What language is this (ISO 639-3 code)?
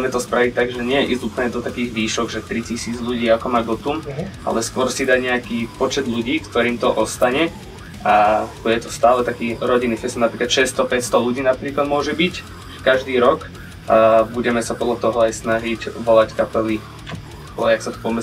slk